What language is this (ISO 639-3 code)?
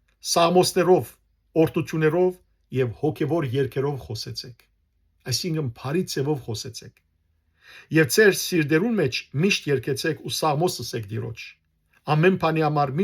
hyw